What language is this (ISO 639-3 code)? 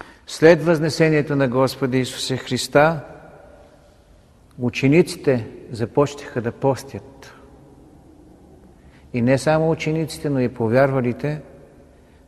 bul